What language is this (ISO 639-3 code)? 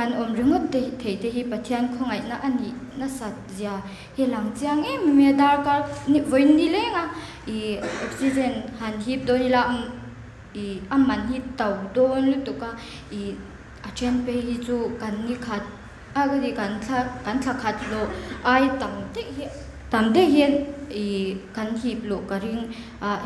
lus